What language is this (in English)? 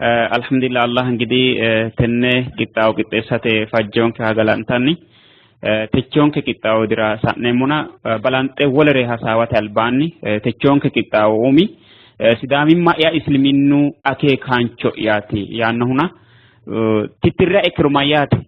Sidamo